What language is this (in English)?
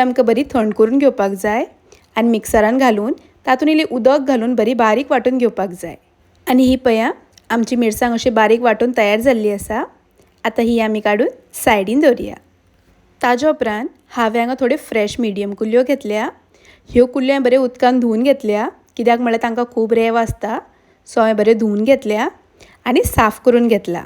Konkani